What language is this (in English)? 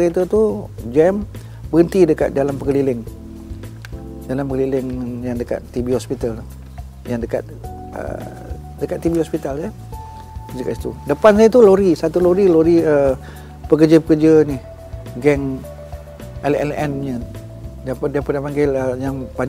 Malay